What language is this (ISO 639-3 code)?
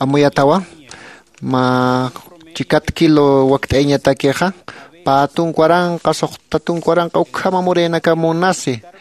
aym